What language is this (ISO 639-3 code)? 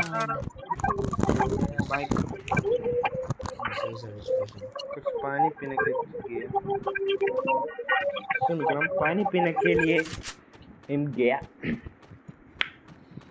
mal